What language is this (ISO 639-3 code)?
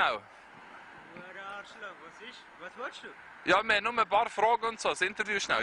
gsw